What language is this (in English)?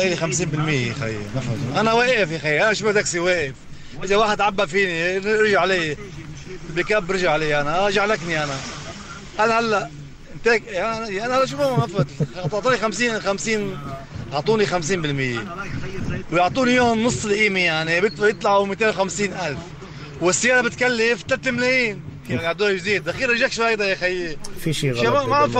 North Levantine Arabic